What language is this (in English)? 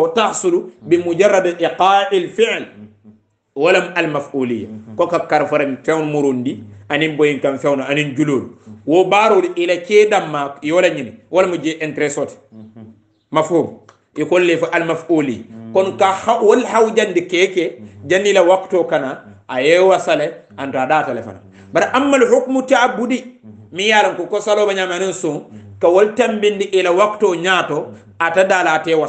Hausa